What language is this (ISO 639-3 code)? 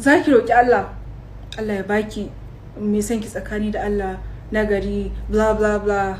hau